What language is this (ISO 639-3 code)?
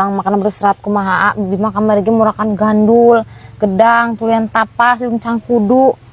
sun